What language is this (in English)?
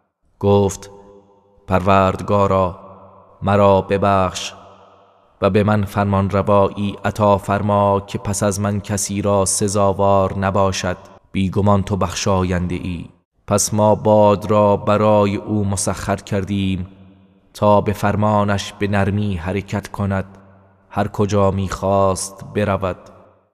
Persian